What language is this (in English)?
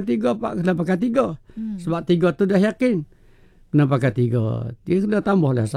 Malay